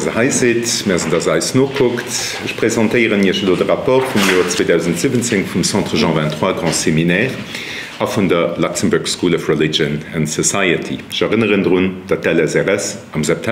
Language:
Luxembourgish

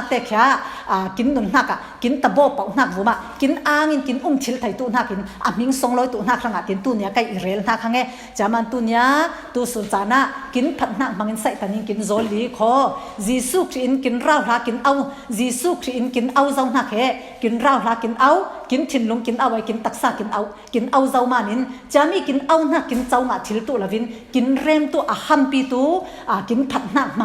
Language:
Falam Chin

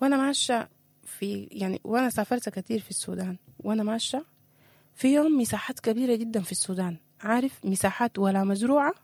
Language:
Sudanese Arabic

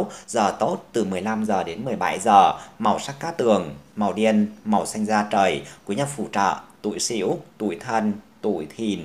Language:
Vietnamese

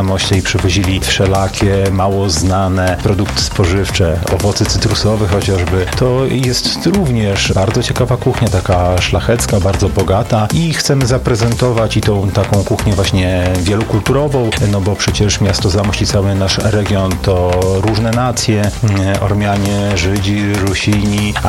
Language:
Polish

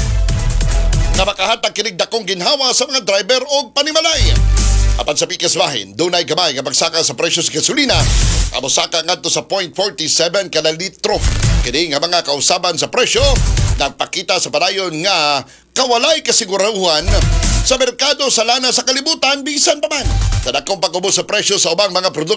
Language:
Cebuano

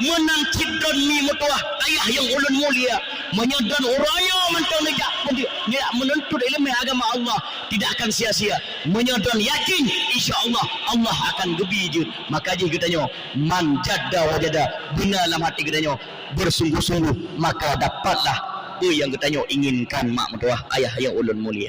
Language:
Achinese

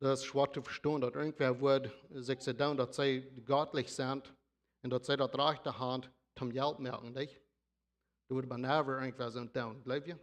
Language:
Plautdietsch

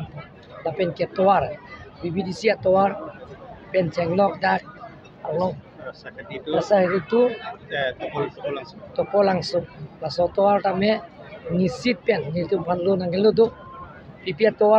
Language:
Karbi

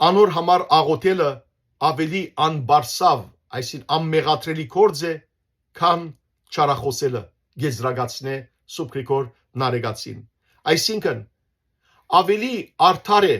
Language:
Western Armenian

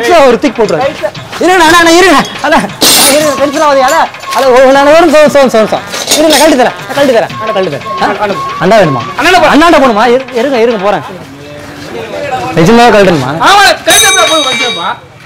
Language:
Tamil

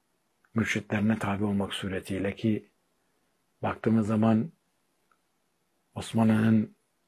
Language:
Turkish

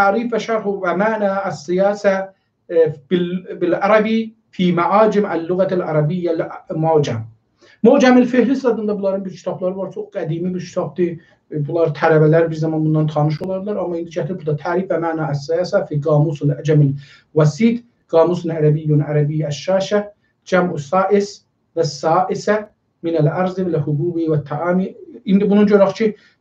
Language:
South Azerbaijani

